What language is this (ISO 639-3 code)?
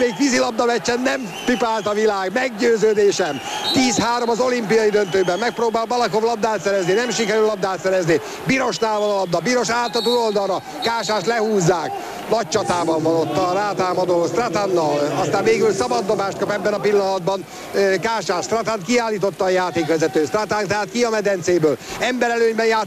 hun